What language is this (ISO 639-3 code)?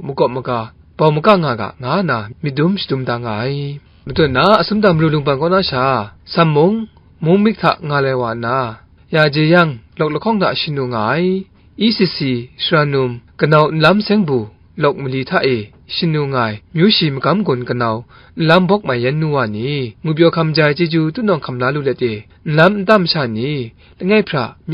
kac